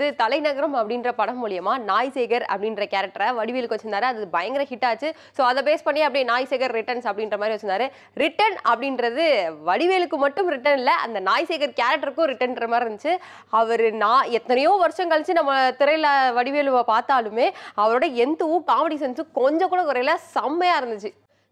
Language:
Tamil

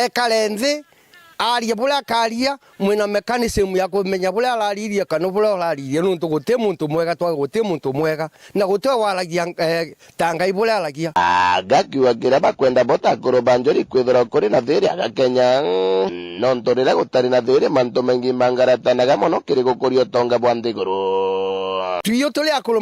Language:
Meru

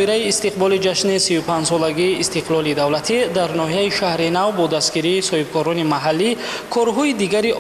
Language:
Tajik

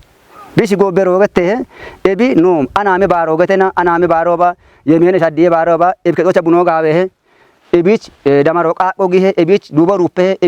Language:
Kafa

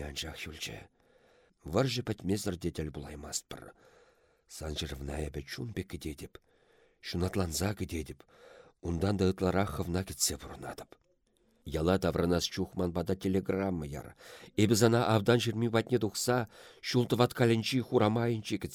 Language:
Chuvash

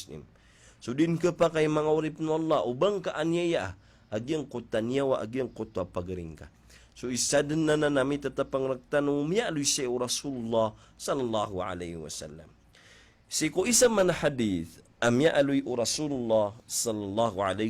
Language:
Maranao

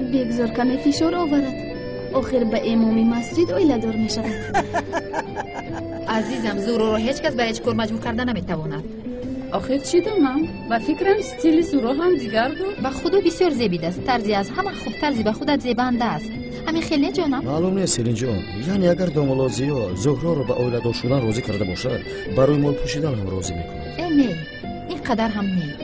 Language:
Tajik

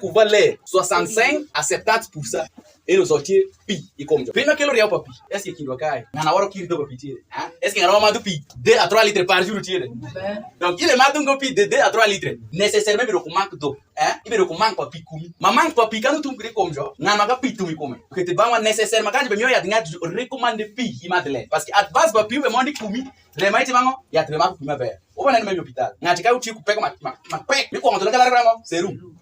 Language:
Alur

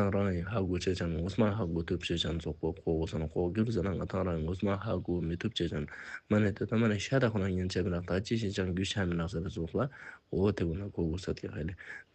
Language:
Ladakhi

